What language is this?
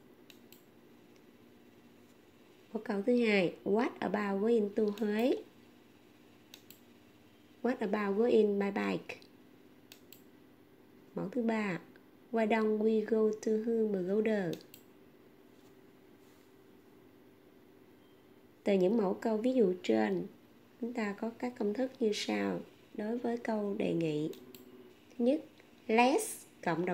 Vietnamese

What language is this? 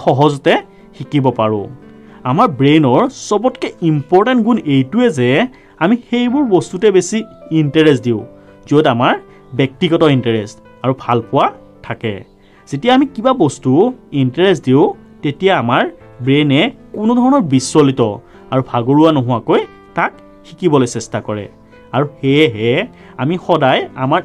Assamese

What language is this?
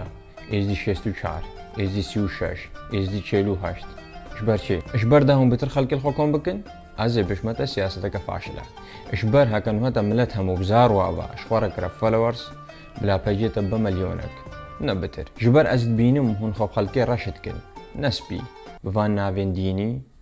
Kurdish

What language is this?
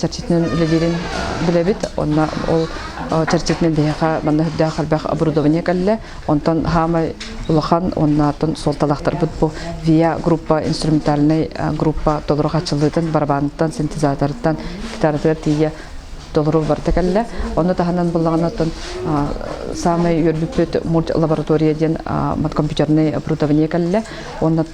Yakut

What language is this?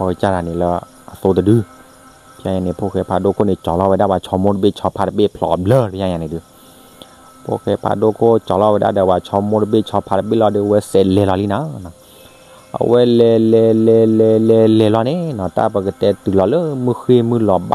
S'gaw Karen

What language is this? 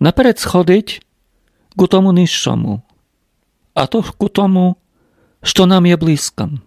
Rusyn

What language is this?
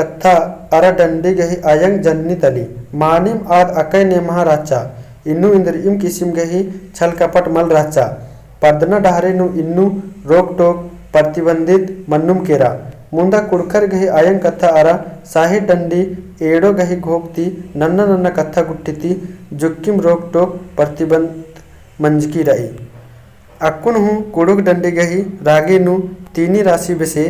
Kurukh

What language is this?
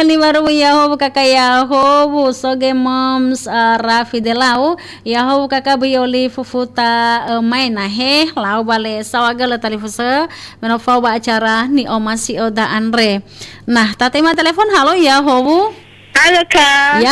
Nias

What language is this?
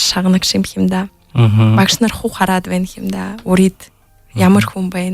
Buriat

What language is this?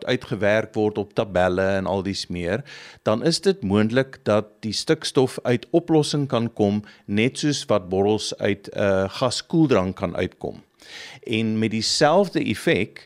Afrikaans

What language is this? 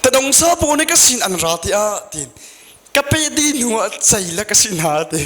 Hakha Chin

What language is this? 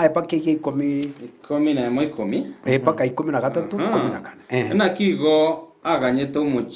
Gusii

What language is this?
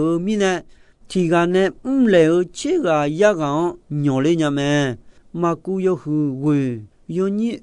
Akha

